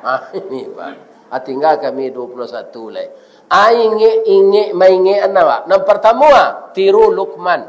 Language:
Minangkabau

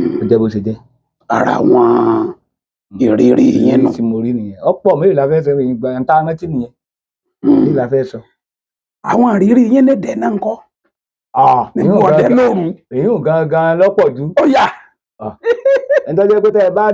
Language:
Yoruba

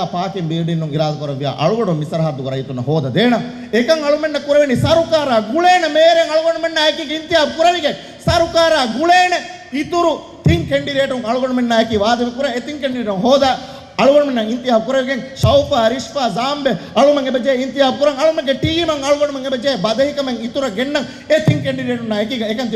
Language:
Divehi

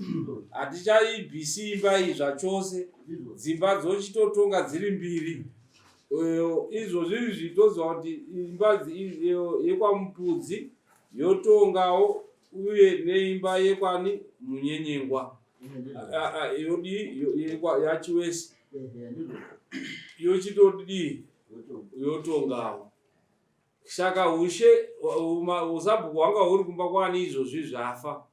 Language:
Shona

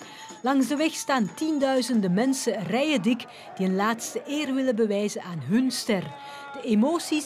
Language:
Dutch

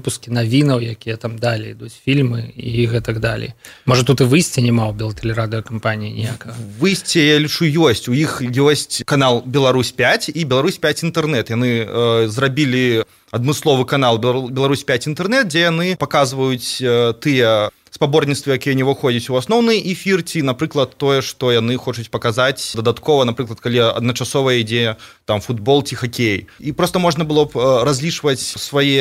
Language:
Belarusian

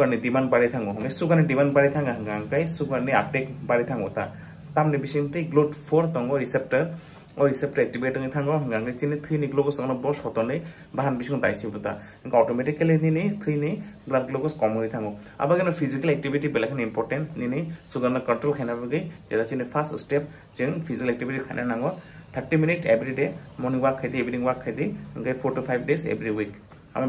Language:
Kok Borok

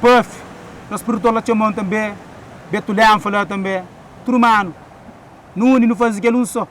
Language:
Kabuverdianu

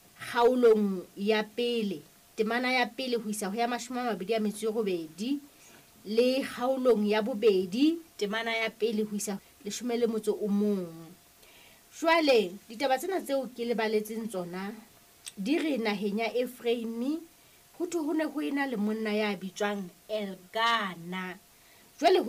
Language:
Southern Sotho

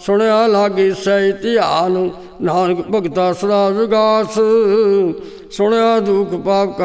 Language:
Punjabi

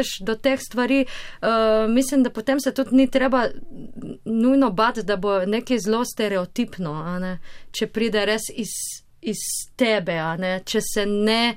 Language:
Slovenian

